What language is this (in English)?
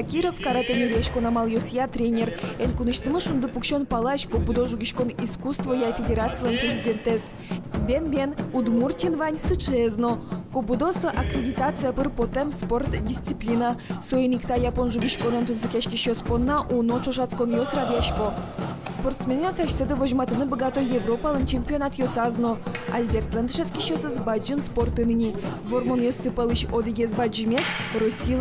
Udmurt